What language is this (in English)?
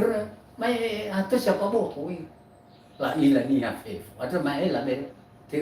Nias